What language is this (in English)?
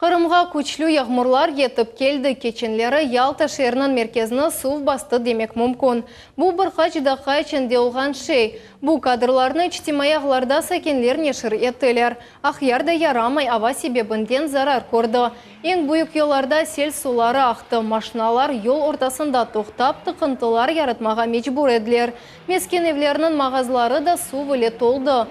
Crimean Tatar